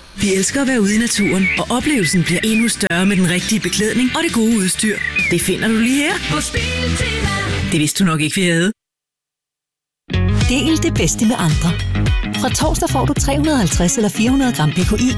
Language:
Danish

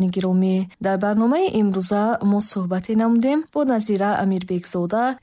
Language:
Tajik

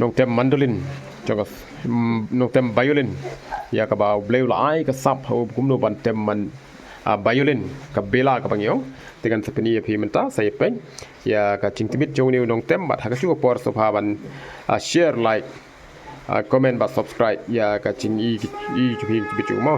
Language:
Khasi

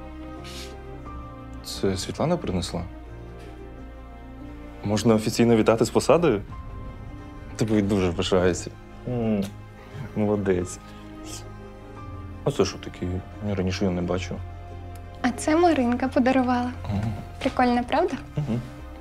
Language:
Ukrainian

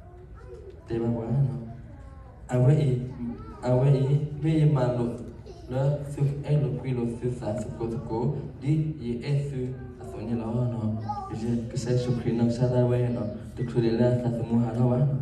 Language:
S'gaw Karen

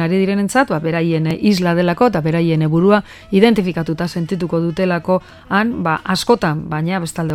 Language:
Basque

